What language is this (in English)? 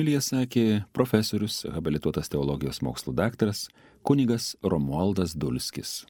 Lithuanian